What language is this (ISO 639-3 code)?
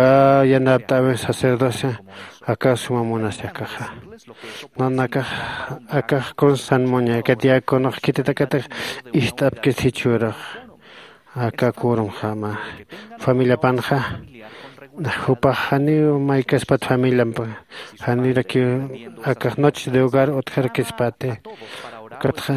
aym